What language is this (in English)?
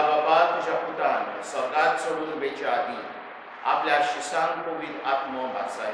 Konkani